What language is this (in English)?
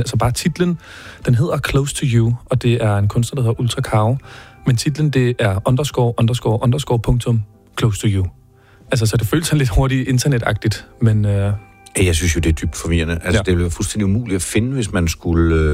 Danish